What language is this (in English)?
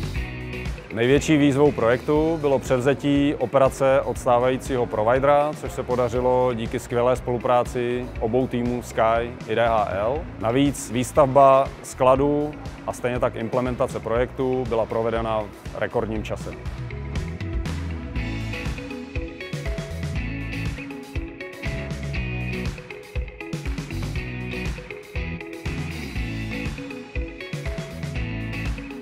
Czech